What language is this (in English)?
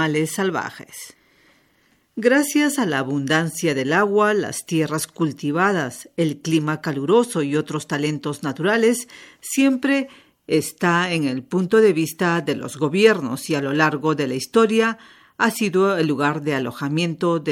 Spanish